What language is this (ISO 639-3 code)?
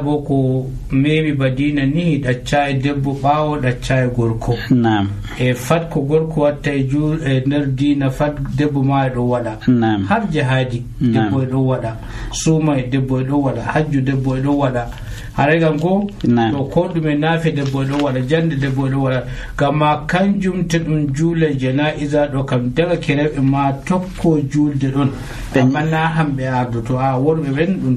fuv